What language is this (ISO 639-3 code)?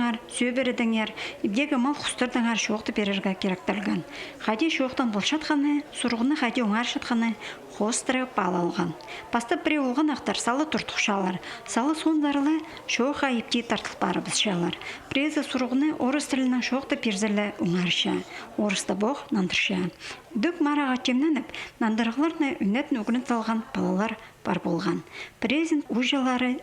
kjh